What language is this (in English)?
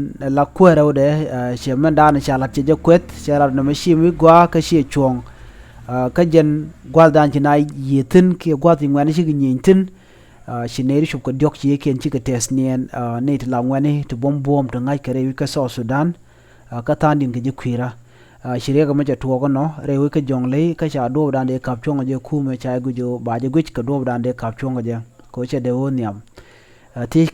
Nuer